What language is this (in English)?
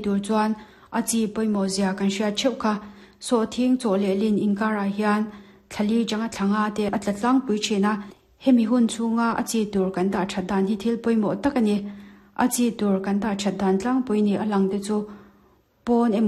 Mizo